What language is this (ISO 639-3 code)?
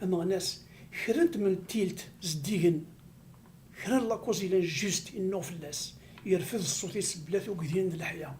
kab